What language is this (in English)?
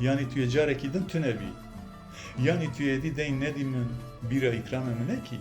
Kurdish